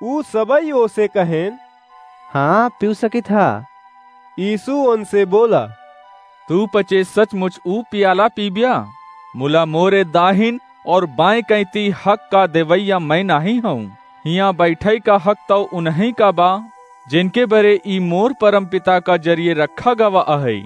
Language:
Awadhi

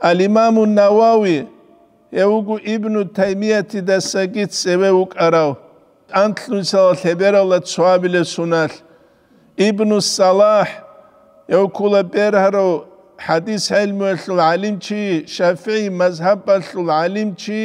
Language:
Avaric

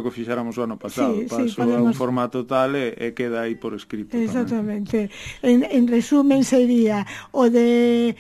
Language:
Galician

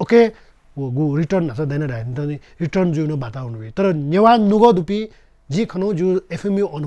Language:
Newari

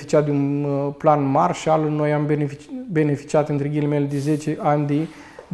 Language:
Romanian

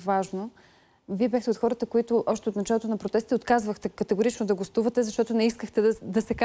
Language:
Bulgarian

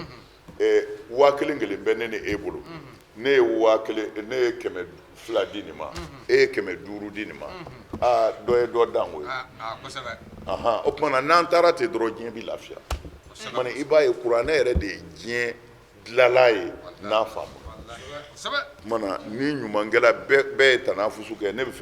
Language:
Bambara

